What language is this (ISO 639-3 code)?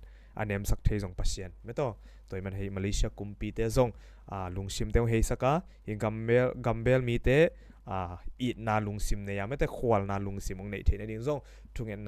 ctd